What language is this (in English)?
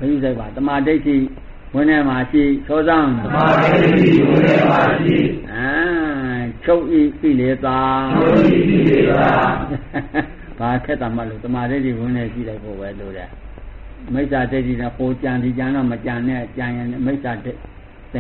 Burmese